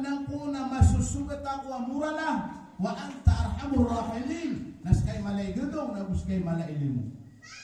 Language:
Maranao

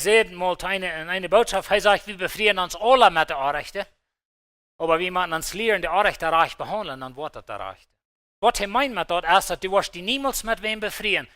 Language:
Plautdietsch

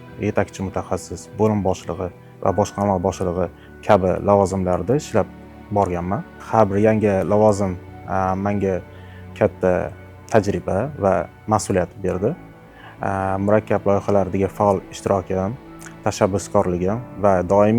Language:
Uzbek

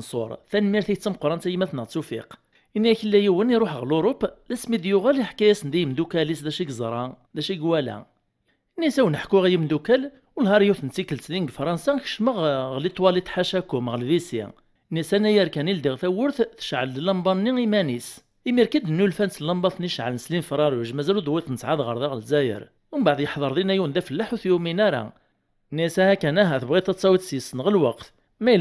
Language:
Kabyle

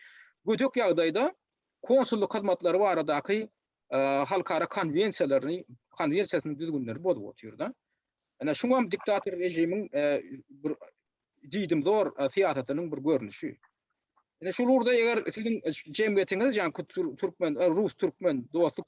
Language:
Turkmen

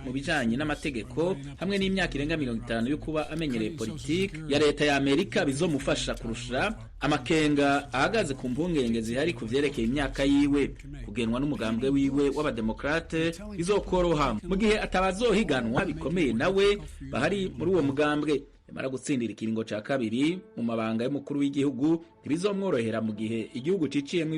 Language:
Rundi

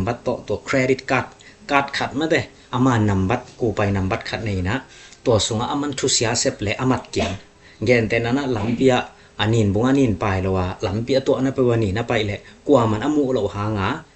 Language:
Tedim Chin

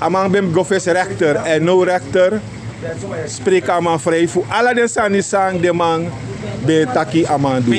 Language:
Sranan Tongo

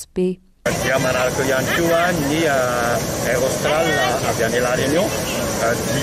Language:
Malagasy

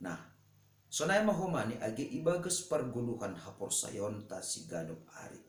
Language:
Batak Simalungun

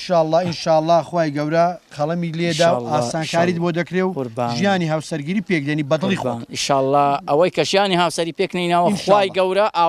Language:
Central Kurdish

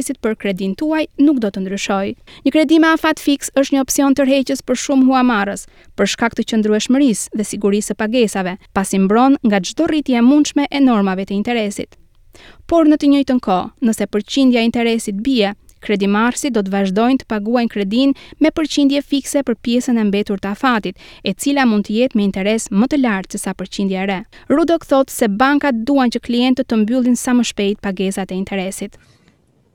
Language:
Albanian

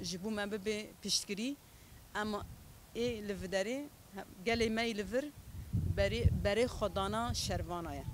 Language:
Kurdish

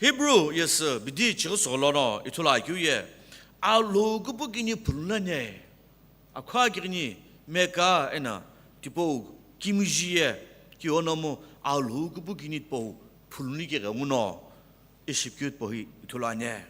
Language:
Sumi Naga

